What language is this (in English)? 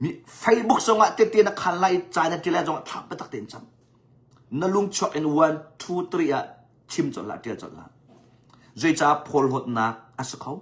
Hakha Chin